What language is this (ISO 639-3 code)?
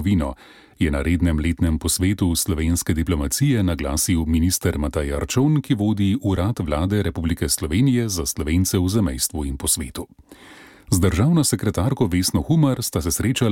slv